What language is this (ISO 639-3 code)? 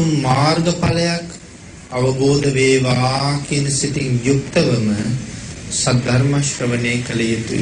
sin